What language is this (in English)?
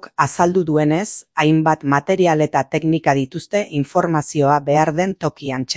Basque